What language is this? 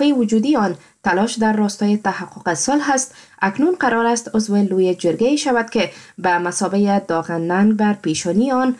Persian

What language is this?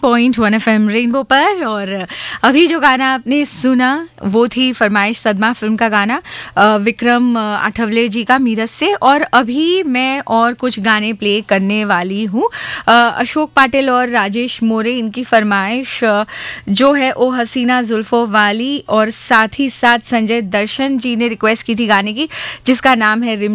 Hindi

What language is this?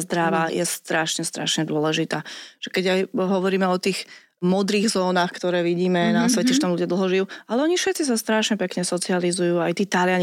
Slovak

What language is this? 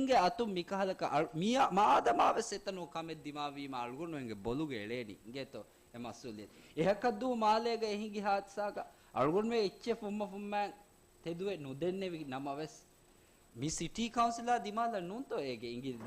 Divehi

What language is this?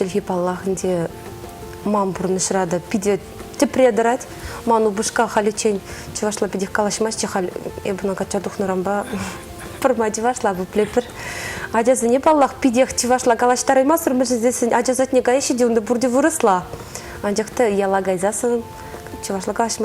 Chuvash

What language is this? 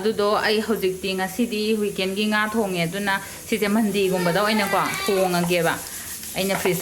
Manipuri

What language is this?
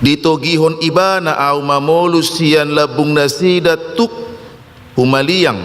Batak Toba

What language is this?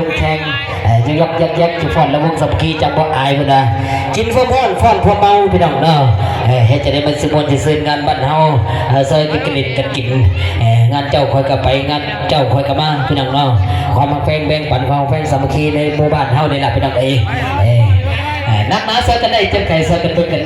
Northeastern Thai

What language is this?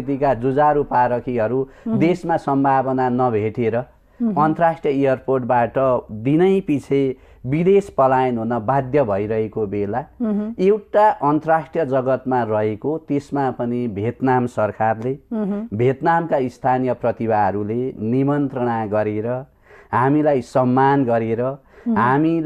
Nepali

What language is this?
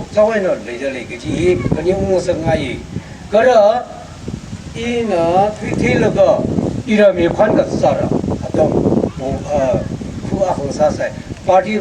Tangkhul Naga (India)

